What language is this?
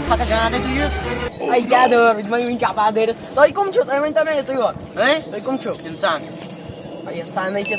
Kashmiri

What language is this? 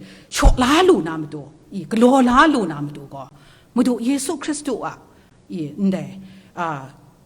Kachin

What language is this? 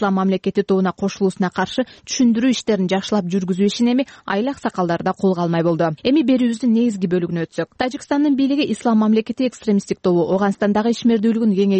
Kyrgyz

